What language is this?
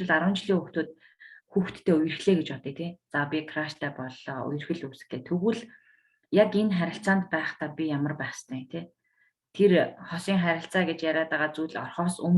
Mongolian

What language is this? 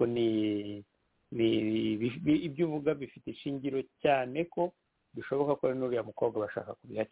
Kinyarwanda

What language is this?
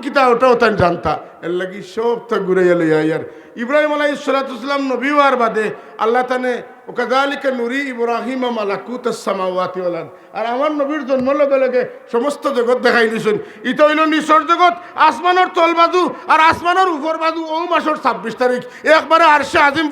Sylheti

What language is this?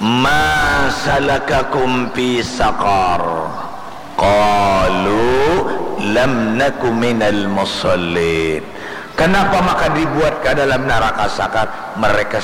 Banjar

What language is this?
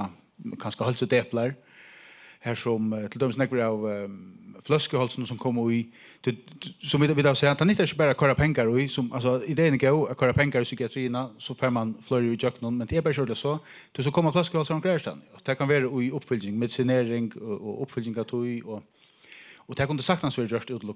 Faroese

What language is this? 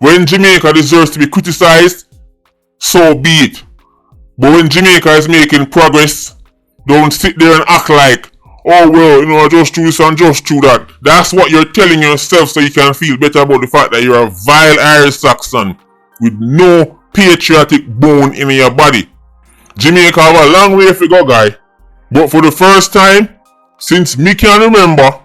Jamaican Creole English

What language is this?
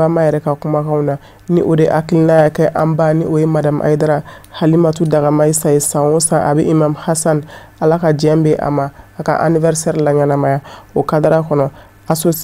Bambara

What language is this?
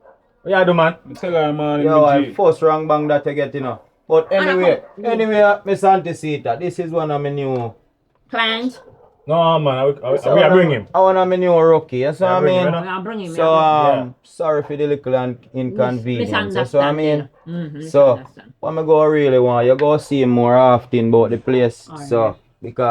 Jamaican Creole English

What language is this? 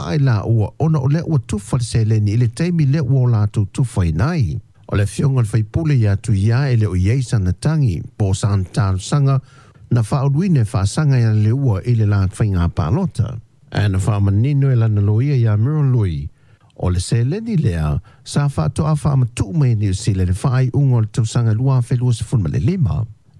Samoan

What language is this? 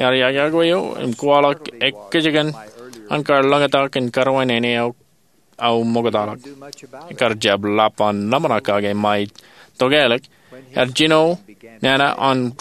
Marshallese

